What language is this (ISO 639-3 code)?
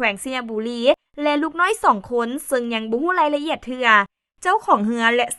lao